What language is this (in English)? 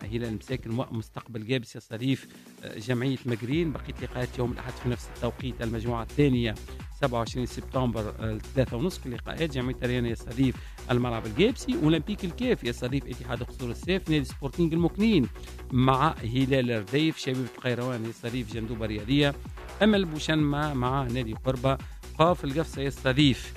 Tunisian Arabic